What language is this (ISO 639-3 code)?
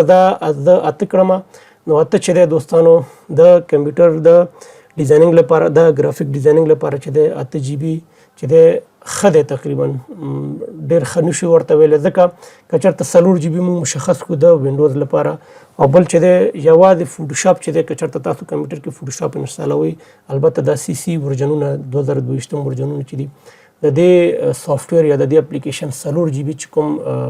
pus